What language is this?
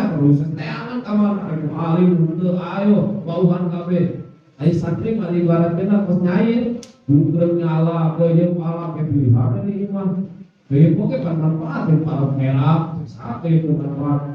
Sundanese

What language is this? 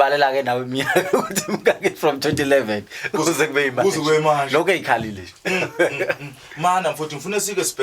Zulu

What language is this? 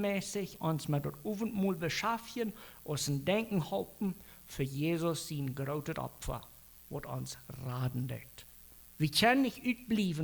Plautdietsch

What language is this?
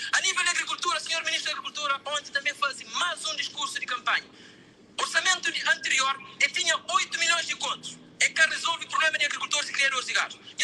Kabuverdianu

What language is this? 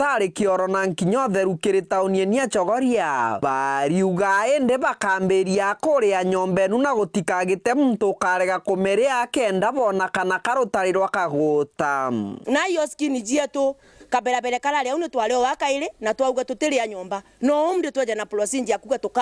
Meru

